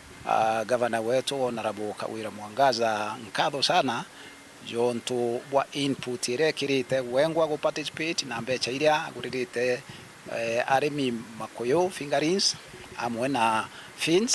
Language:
Meru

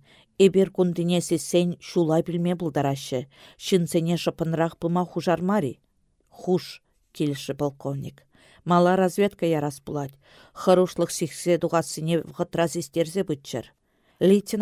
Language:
Chuvash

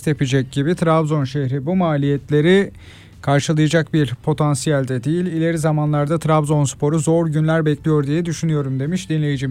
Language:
Turkish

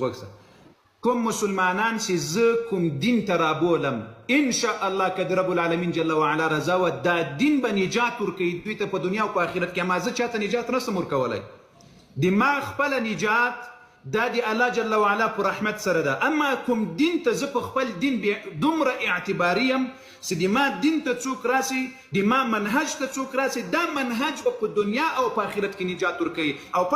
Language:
Pashto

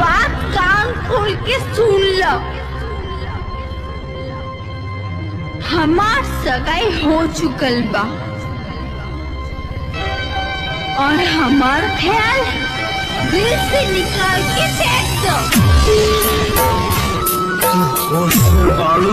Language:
Bhojpuri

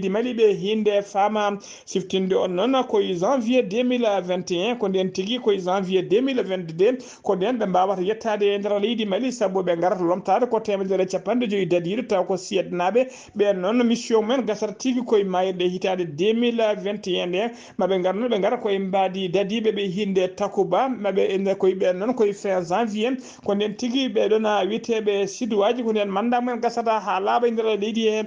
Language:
Fula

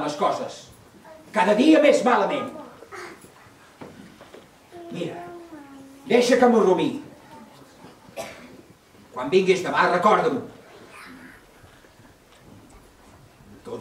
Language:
Catalan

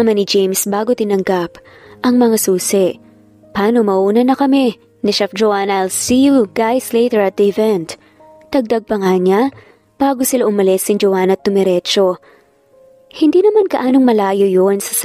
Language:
Filipino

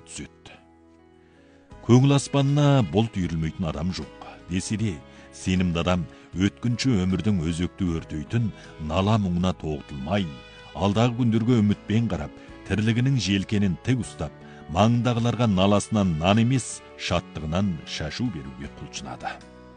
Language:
Kazakh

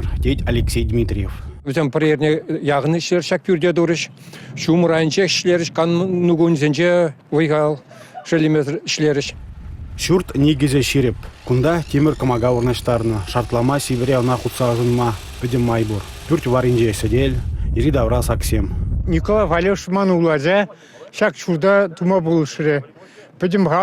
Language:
Chuvash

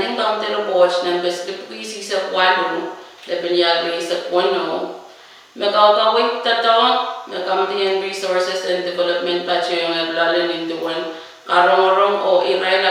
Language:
Pohnpeian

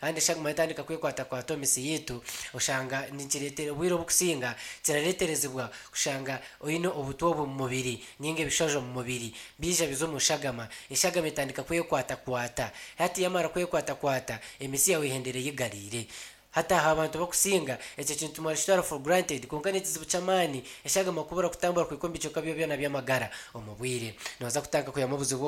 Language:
Nyankole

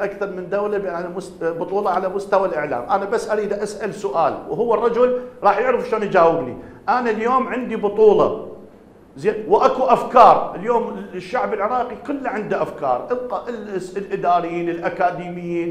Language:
Mesopotamian Arabic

